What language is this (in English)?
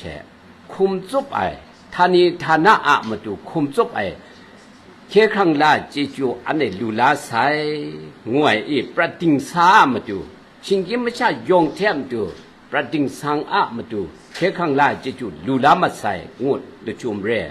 Kachin